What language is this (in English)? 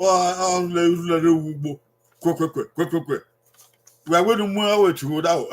Bini